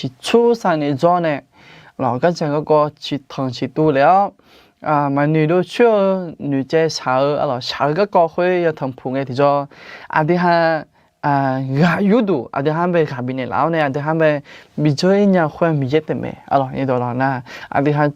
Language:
Akha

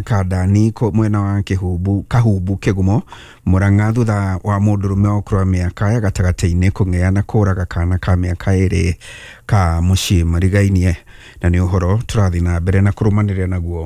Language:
Kikuyu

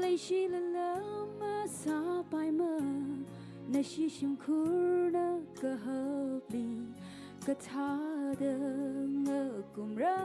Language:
Tangkhul Naga (India)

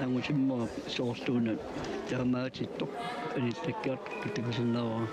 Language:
Kalaallisut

